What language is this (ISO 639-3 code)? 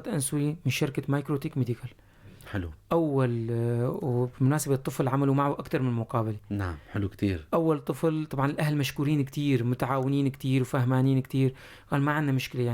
apc